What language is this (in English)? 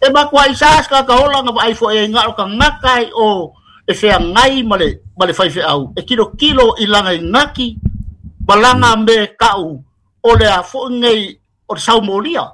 Samoan